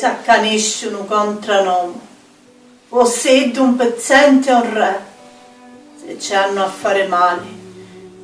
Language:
Sicilian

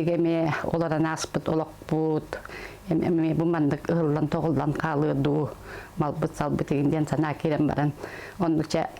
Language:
Yakut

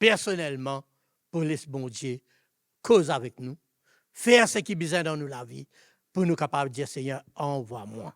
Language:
Morisyen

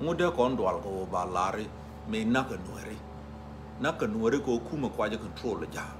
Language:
Nuer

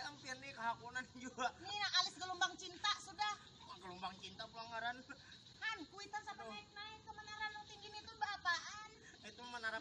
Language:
Banjar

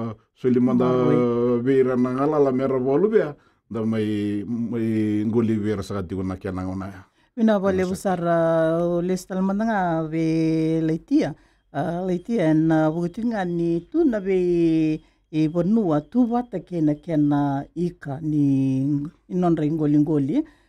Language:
Fijian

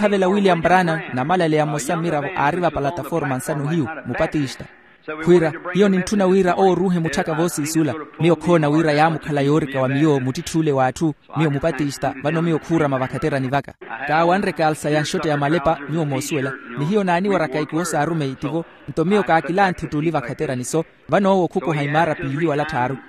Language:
Makhuwa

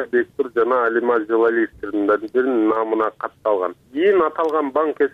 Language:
Kyrgyz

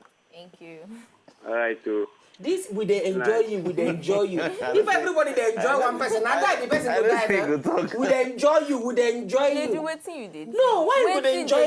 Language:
Nigerian Pidgin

